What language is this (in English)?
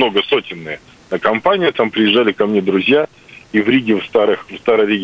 Russian